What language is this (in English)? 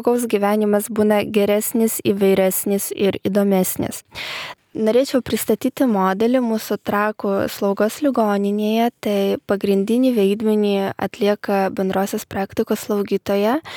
Lithuanian